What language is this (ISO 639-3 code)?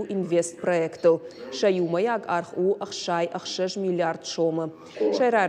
oss